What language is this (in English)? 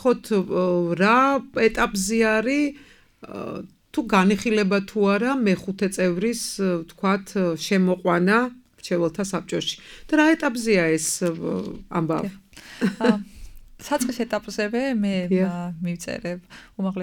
Georgian